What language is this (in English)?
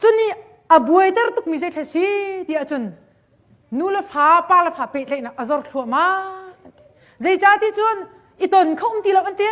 Hakha Chin